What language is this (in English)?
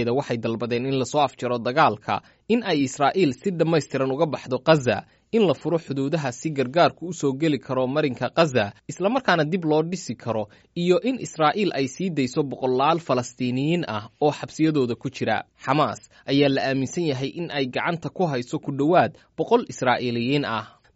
Somali